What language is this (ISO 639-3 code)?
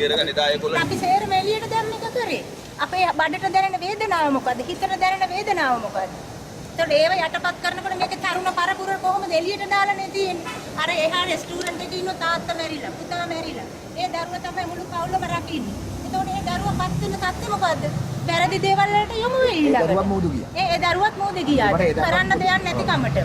sin